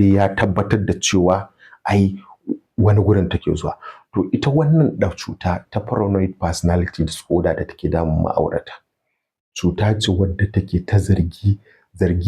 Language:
Hausa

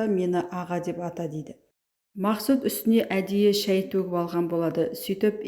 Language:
Kazakh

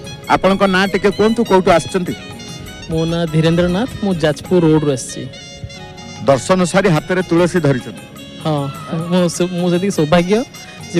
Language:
Odia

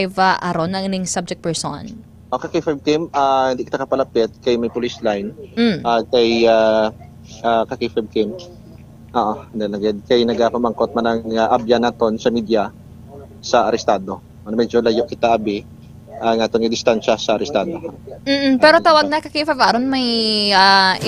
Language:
Hiligaynon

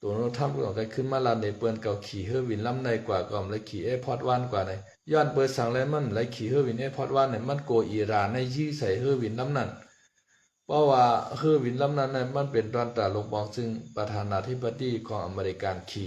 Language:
Shan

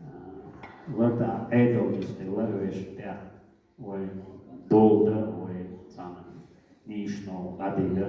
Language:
Chechen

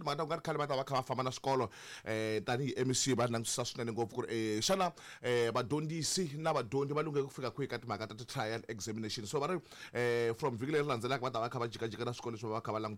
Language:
Tsonga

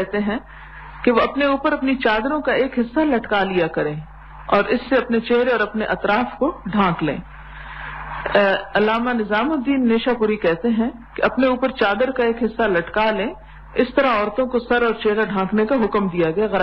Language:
Urdu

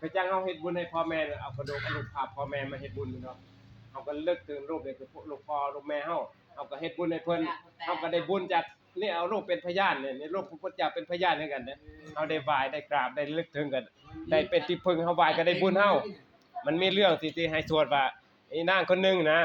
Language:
Northeastern Thai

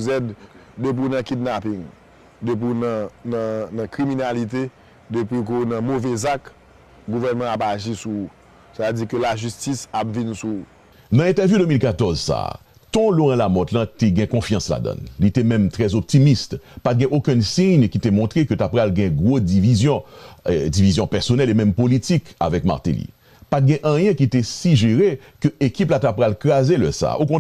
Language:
Haitian Creole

